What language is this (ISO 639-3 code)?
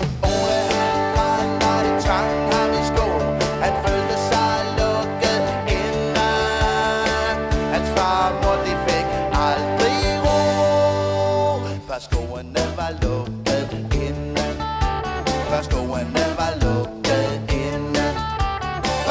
dan